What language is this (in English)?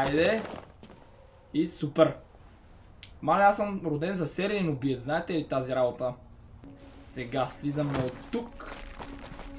Bulgarian